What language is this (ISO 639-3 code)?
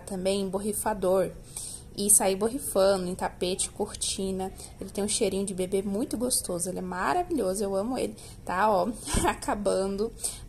por